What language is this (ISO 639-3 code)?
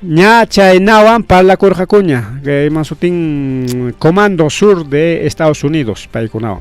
quy